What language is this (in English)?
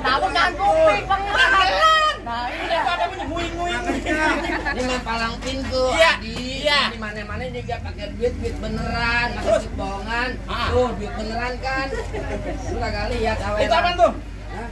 Betawi